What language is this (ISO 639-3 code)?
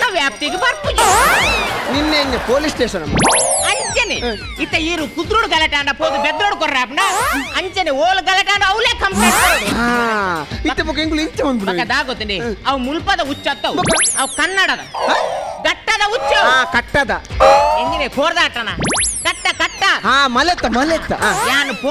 tcy